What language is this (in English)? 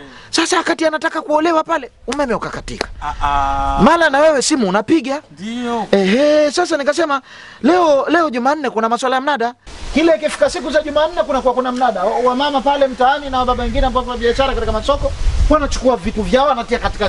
Swahili